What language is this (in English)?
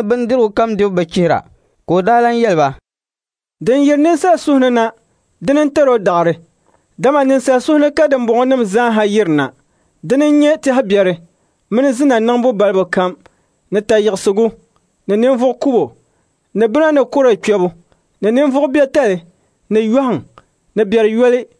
Dagbani